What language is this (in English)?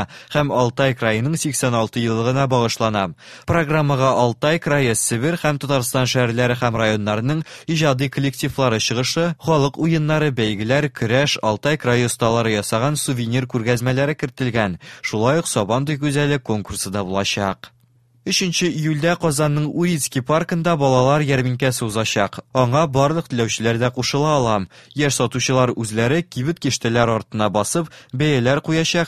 Tatar